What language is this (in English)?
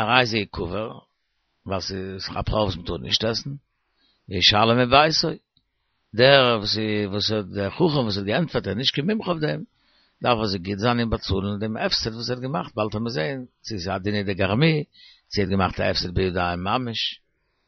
Yiddish